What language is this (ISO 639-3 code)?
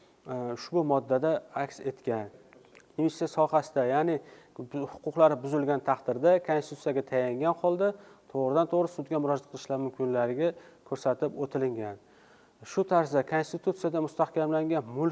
uzb